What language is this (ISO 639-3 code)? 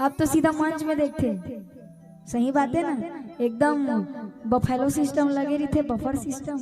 hne